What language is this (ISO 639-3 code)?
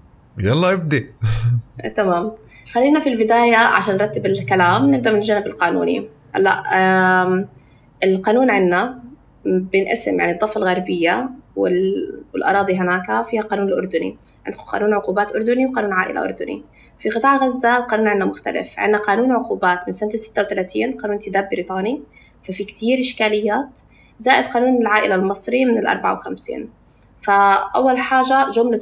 apc